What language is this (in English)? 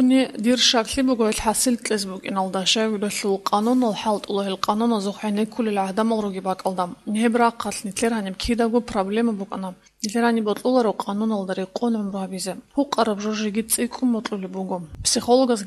Avaric